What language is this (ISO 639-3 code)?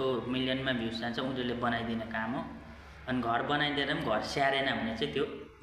nep